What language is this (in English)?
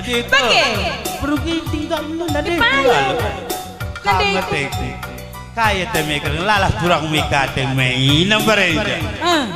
Batak Karo